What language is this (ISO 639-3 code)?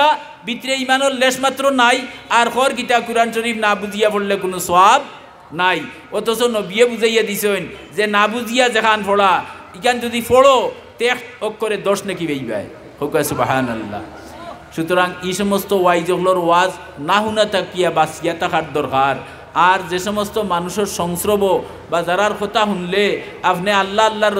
syl